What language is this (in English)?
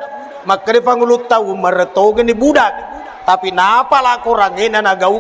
Buginese